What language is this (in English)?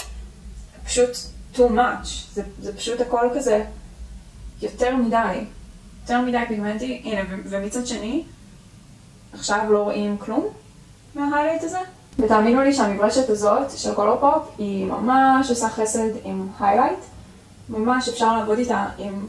Hebrew